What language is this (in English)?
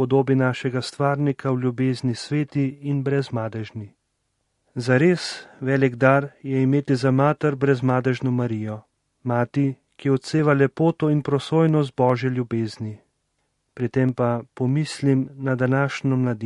Slovenian